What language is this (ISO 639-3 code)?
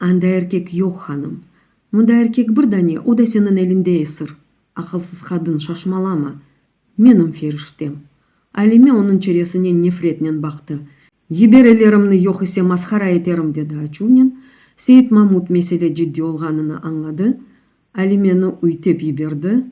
crh